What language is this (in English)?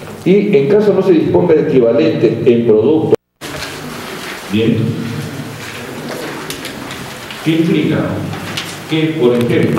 Spanish